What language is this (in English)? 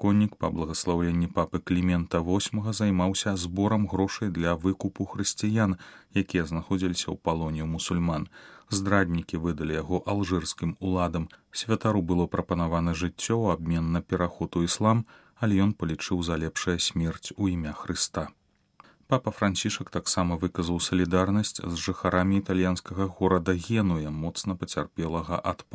Belarusian